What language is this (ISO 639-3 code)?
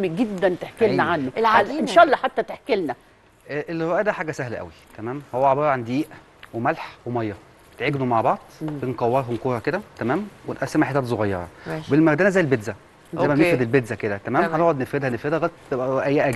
arz